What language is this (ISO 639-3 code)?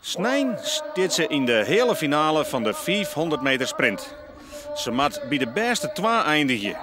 fry